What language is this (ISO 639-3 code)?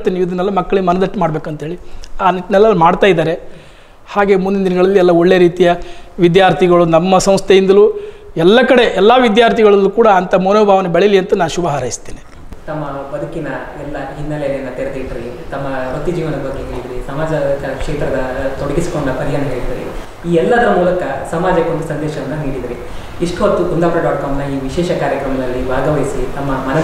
kan